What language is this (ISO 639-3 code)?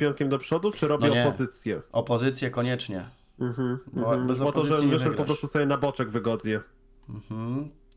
pol